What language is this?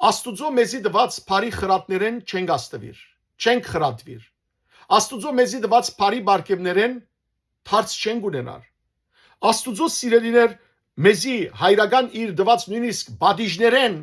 Western Armenian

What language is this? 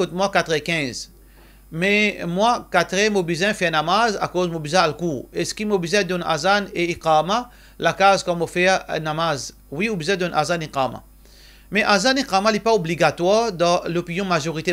Morisyen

